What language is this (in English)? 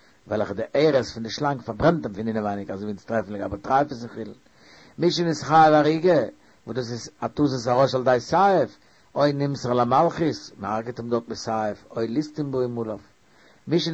Yiddish